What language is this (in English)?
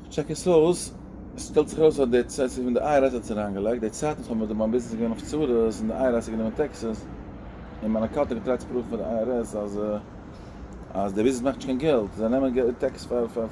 Yiddish